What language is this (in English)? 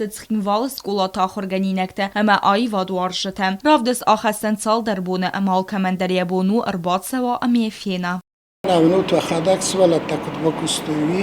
Ossetic